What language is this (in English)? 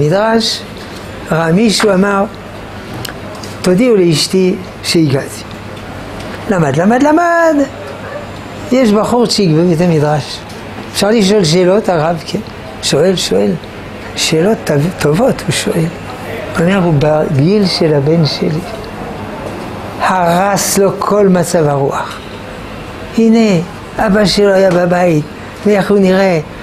Hebrew